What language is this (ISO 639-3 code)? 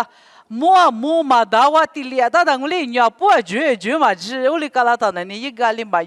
lis